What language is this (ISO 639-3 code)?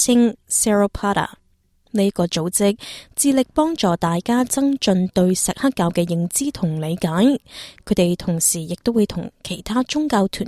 yue